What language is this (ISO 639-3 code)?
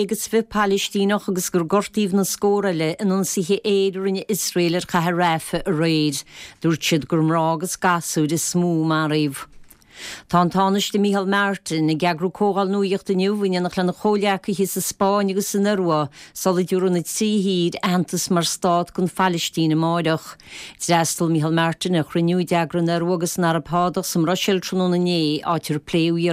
gle